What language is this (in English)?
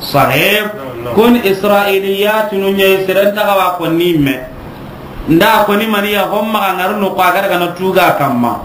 Soninke